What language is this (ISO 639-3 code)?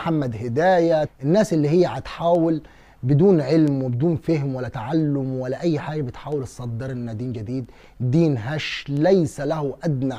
arz